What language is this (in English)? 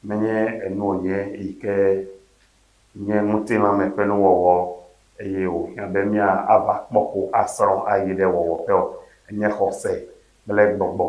Ewe